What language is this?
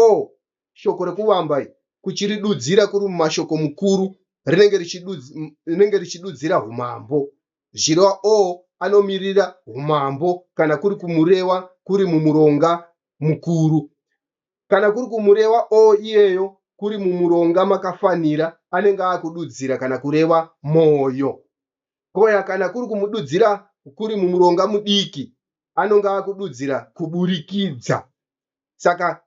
Shona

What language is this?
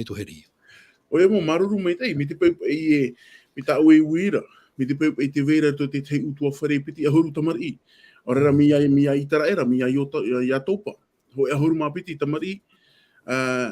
Tahitian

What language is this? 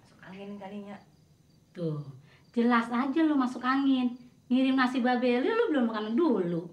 Betawi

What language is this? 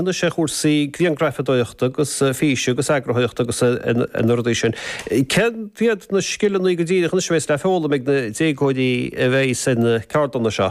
Irish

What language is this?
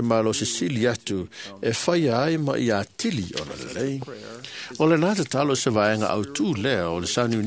Samoan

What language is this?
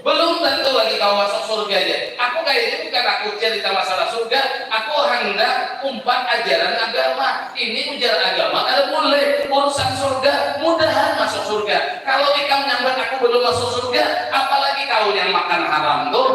Banjar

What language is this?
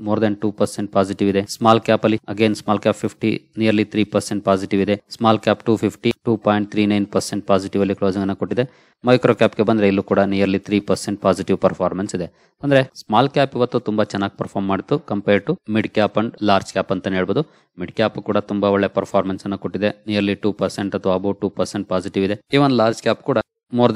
Kannada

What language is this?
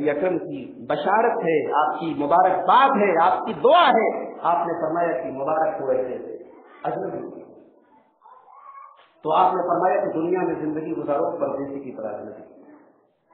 Urdu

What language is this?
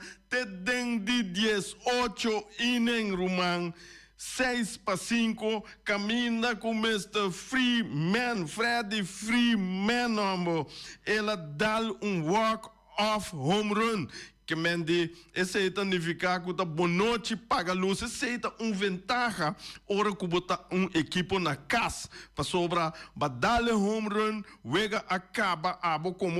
Papiamento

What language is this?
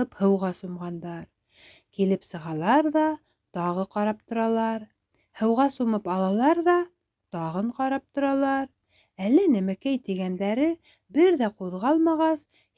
Bashkir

